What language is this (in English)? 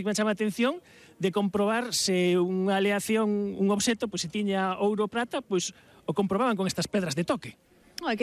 Galician